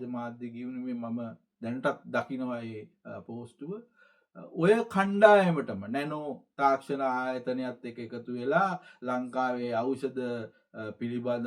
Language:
Sinhala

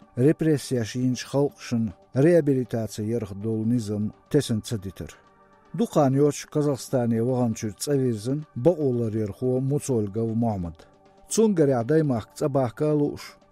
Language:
Chechen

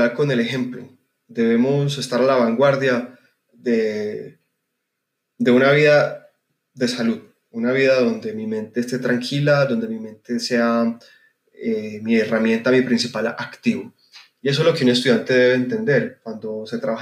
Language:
Spanish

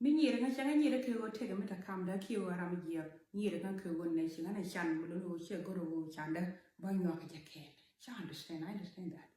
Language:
Nuer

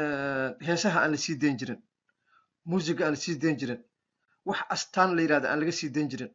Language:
Somali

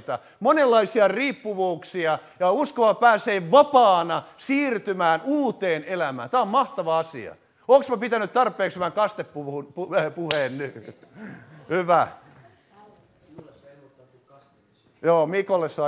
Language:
Finnish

